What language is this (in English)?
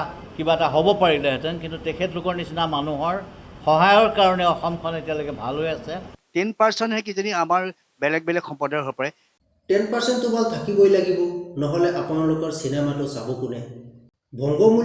Assamese